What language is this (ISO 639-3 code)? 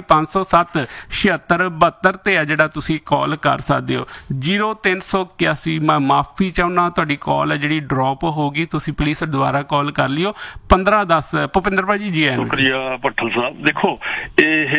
pan